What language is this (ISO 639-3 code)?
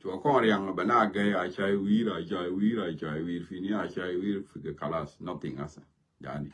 nus